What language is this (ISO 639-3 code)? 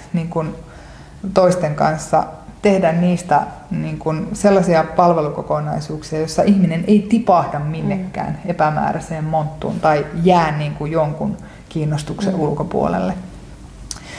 fin